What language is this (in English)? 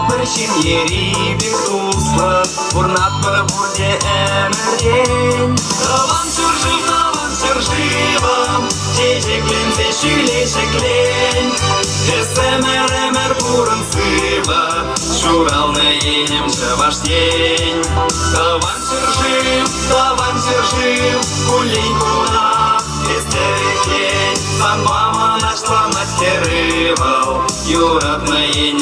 Chuvash